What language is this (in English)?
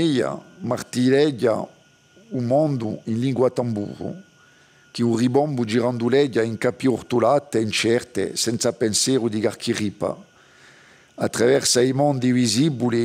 Corsican